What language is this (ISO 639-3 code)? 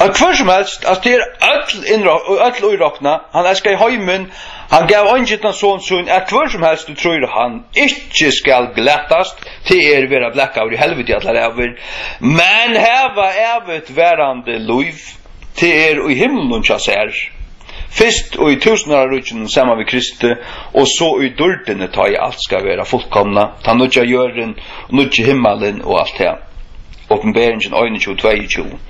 fao